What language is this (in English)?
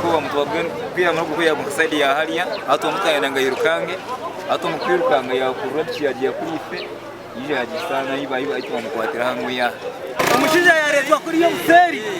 Nyankole